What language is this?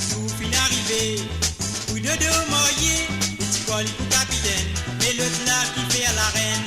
Morisyen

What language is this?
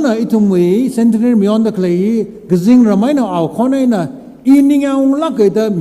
Tangkhul Naga (India)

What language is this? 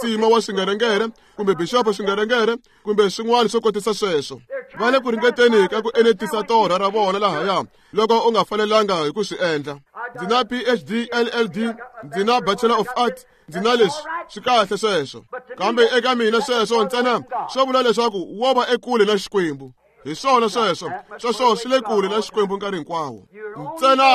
Tsonga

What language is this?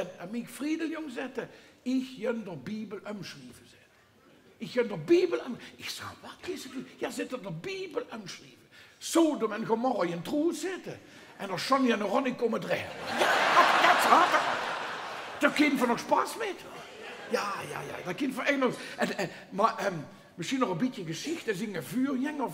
Limburgish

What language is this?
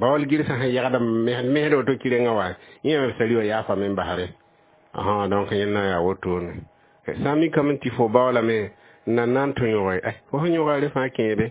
Mossi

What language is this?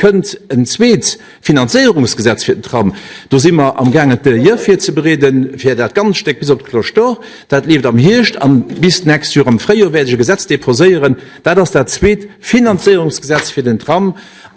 Luxembourgish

